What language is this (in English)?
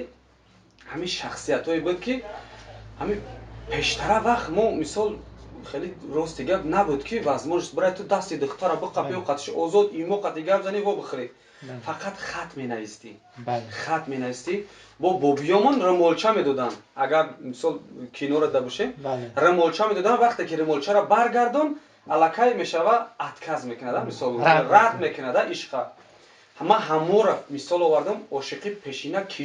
Tajik